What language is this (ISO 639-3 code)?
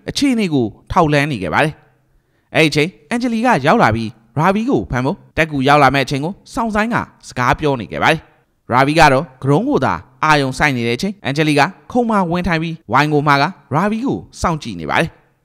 mya